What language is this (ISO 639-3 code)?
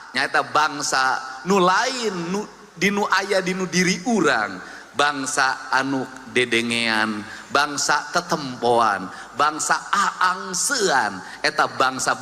sun